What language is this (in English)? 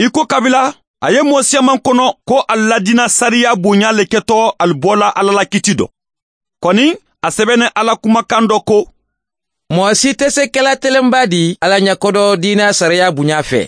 Mandingo